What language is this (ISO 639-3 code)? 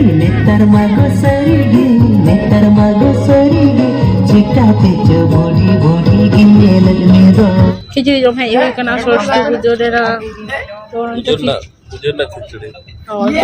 sat